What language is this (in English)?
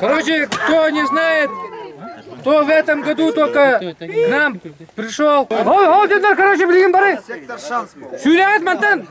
Yakut